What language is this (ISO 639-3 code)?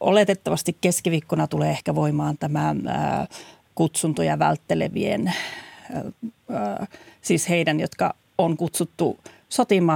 fin